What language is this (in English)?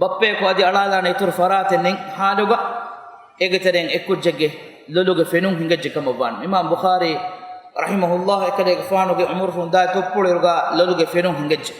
Divehi